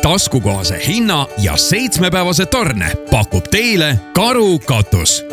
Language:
Estonian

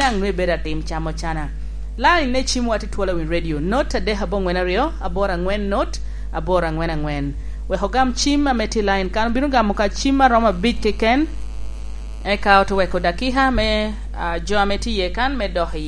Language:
Lango (Uganda)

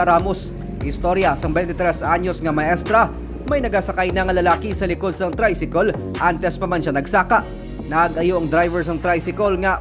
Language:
Hiligaynon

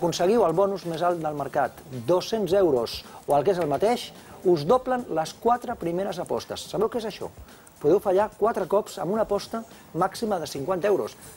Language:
Catalan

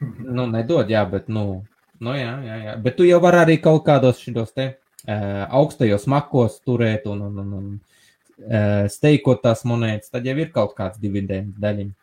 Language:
Latvian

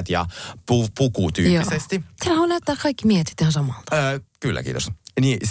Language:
Finnish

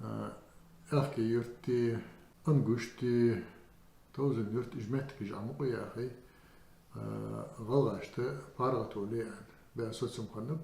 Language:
Ingush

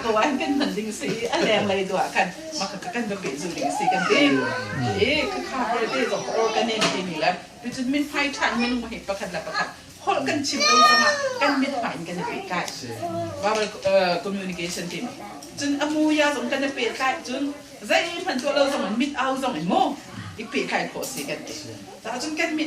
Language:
Hakha Chin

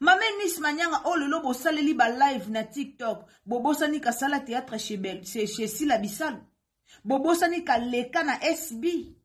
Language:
Lingala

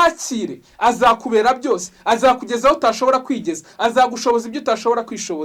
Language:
Kinyarwanda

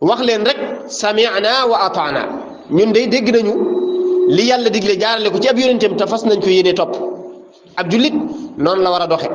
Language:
Wolof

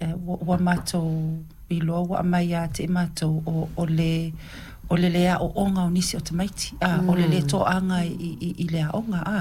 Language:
Samoan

